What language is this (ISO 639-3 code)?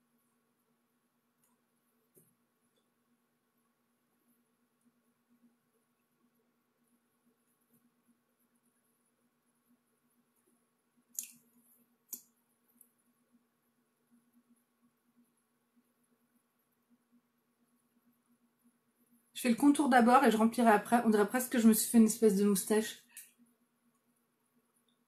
fra